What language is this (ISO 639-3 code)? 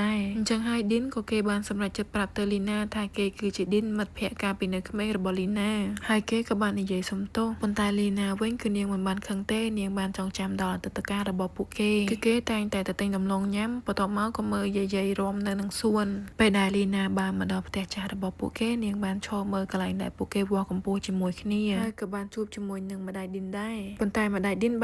khm